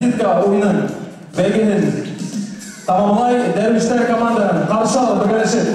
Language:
Bashkir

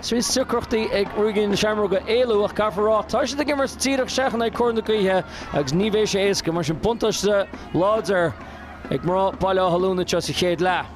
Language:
Irish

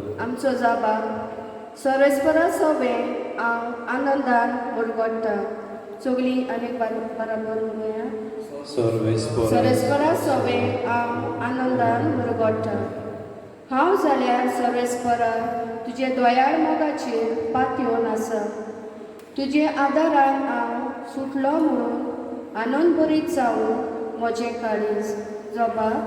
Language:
Konkani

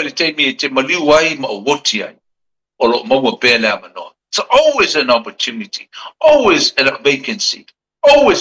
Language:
Samoan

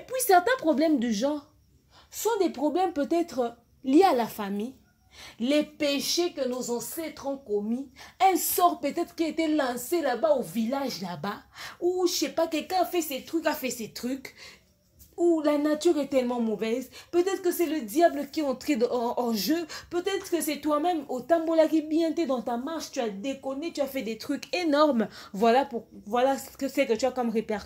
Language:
French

